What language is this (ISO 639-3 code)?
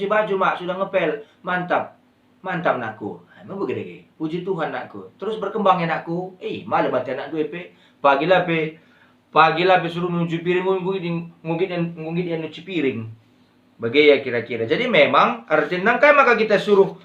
btx